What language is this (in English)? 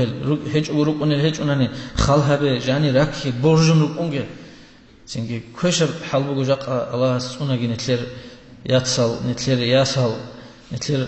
Avaric